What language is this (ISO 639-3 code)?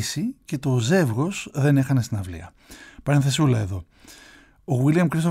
ell